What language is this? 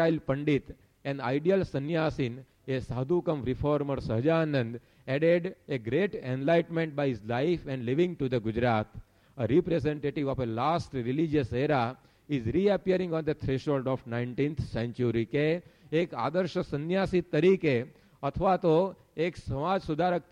Gujarati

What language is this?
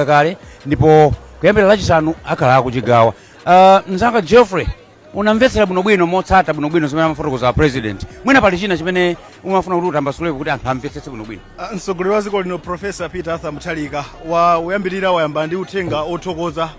Nyanja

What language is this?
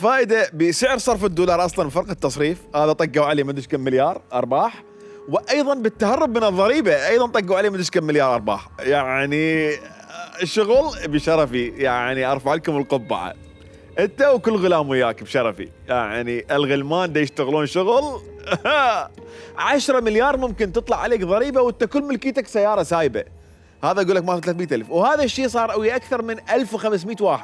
Mesopotamian Arabic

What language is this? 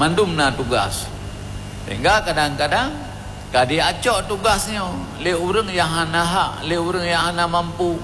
Achinese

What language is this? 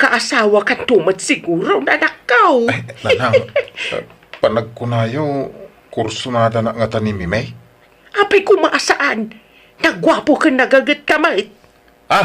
Iloko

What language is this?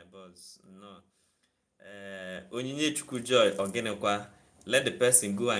Igbo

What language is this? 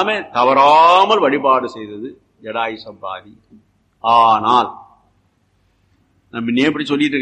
Tamil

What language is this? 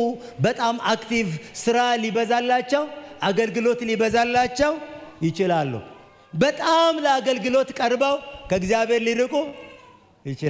Amharic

